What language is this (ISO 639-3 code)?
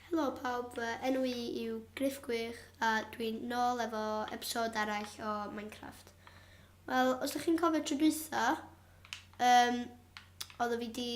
cym